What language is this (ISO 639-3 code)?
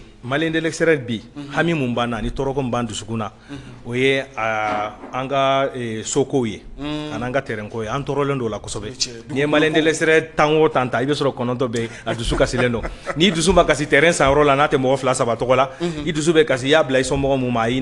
bam